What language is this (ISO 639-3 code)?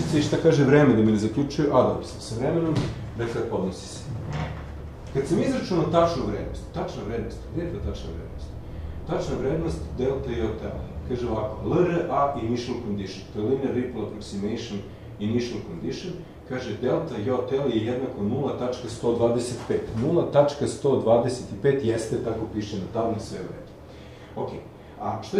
srp